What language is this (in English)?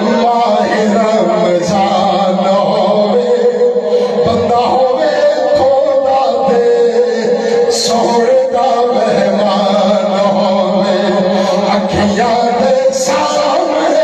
Saraiki